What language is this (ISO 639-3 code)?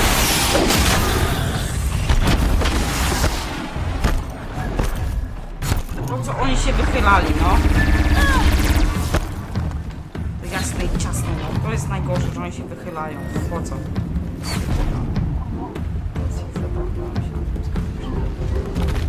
pol